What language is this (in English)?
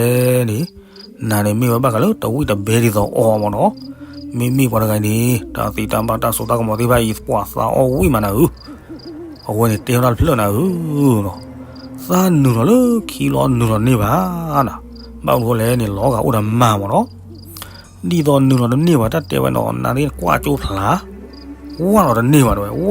S'gaw Karen